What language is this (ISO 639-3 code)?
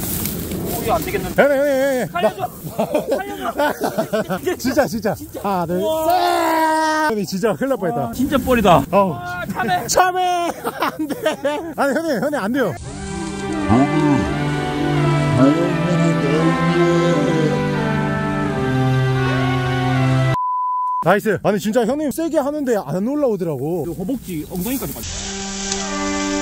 kor